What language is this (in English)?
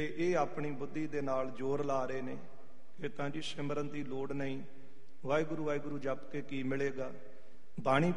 Punjabi